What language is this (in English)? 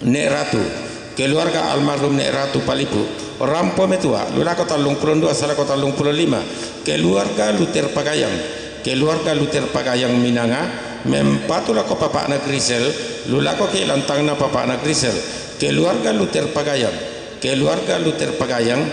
Toraja-Sa'dan